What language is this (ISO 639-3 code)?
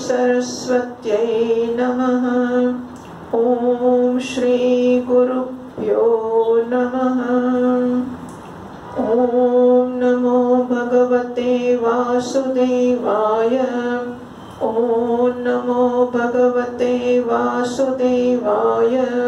guj